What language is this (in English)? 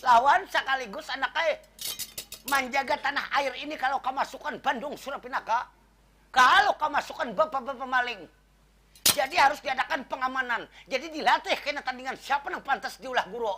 Banjar